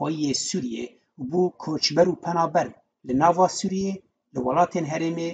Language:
Kurdish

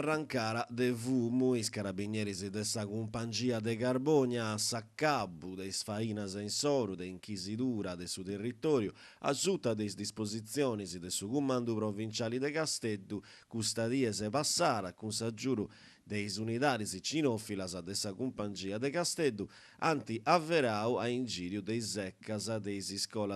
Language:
Sardinian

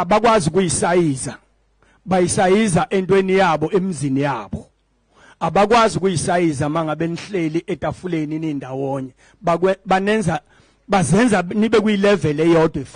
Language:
Zulu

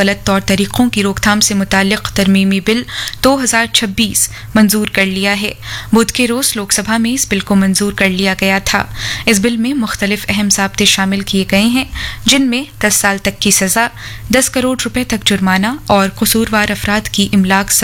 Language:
Urdu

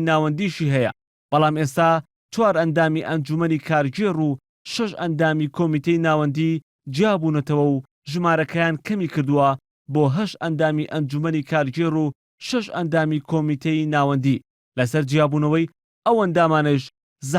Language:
Central Kurdish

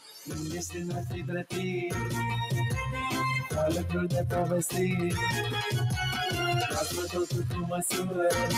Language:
Romanian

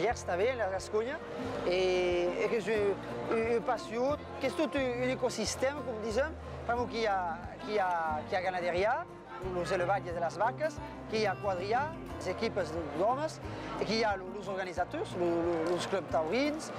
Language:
Occitan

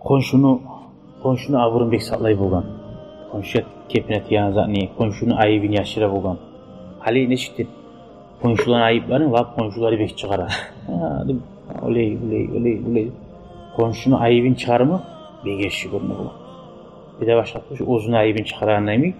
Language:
Kumyk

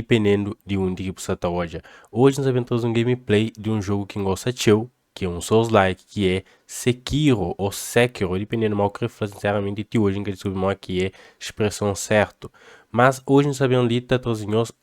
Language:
Kabuverdianu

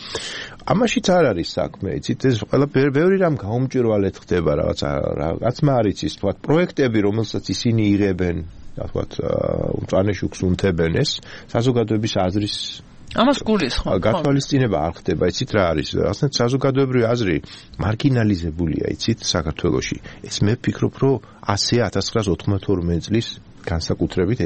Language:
Georgian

